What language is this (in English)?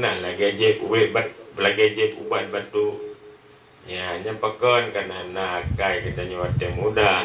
Achinese